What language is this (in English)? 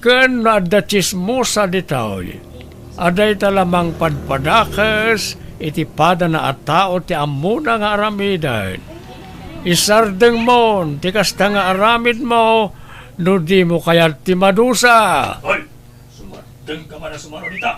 Iloko